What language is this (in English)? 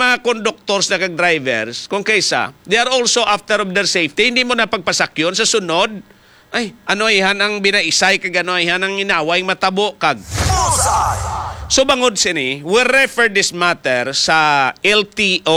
Hiligaynon